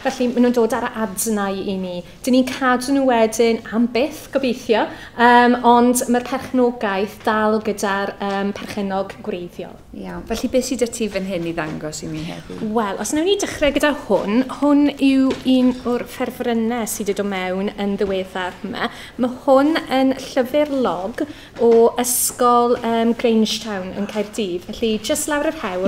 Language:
Welsh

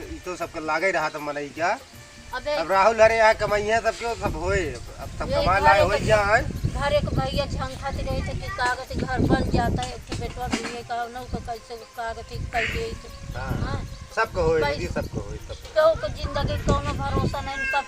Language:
Awadhi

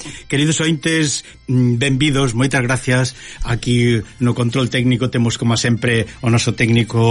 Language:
Galician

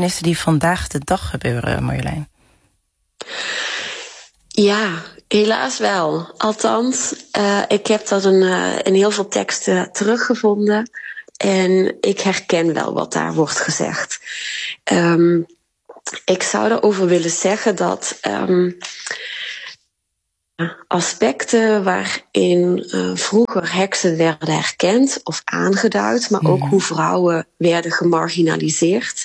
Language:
Dutch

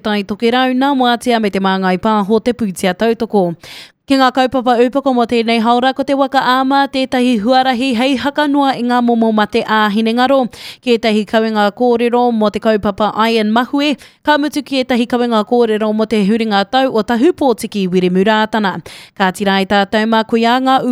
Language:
Māori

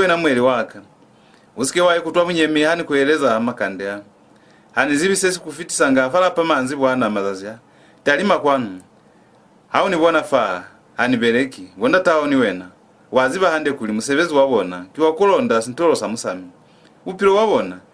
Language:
Lozi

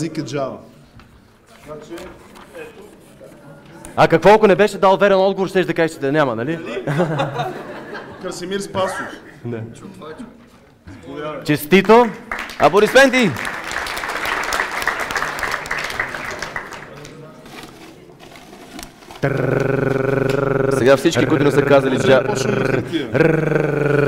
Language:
Bulgarian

